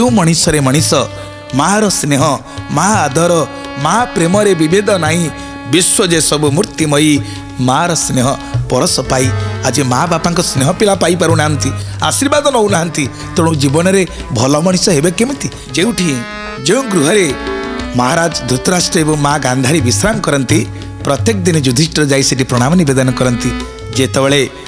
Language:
Odia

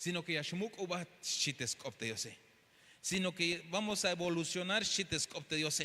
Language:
Tzeltal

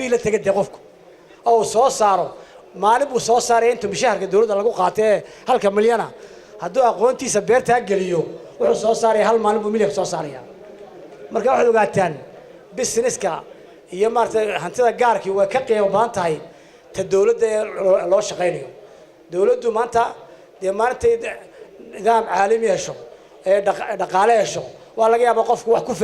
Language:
Somali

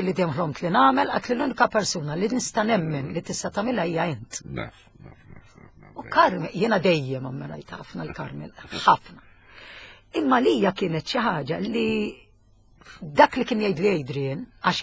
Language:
Maltese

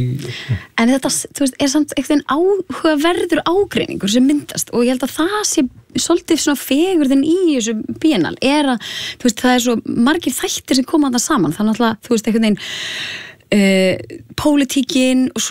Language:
Icelandic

